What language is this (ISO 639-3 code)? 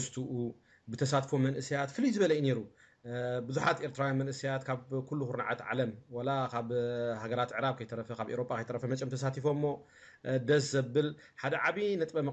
tir